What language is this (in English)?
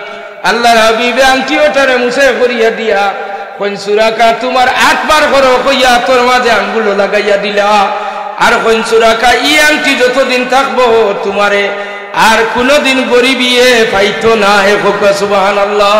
Sylheti